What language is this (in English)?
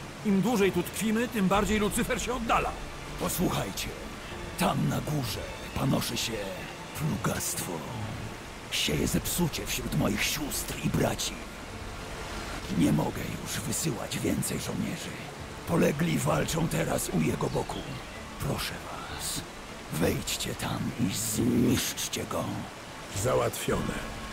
Polish